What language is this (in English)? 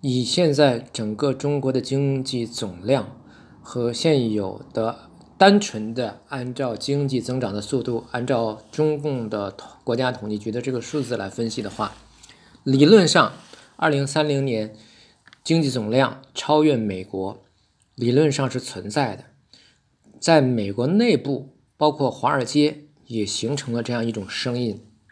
Chinese